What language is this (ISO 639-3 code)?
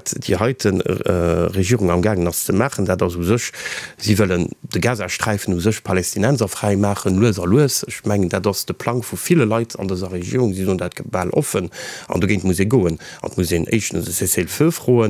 ltz